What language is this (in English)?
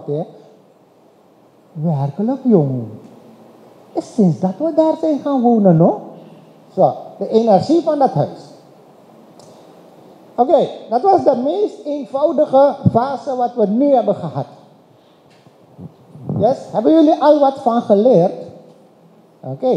Dutch